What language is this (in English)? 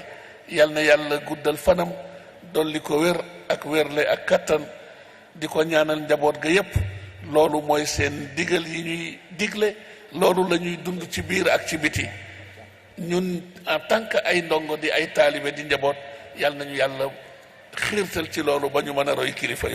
Wolof